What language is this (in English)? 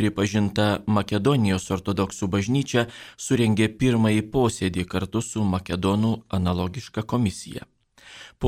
Lithuanian